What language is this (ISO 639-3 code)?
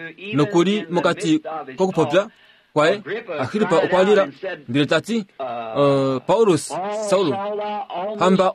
kua